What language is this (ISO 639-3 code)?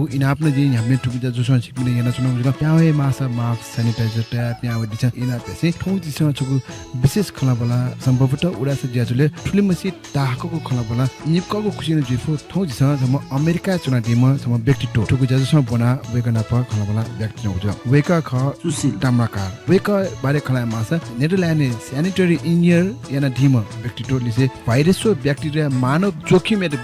new